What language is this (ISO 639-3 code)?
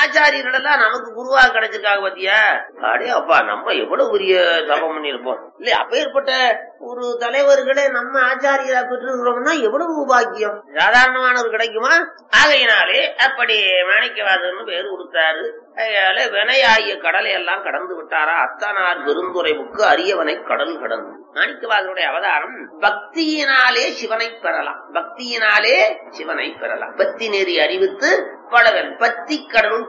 tam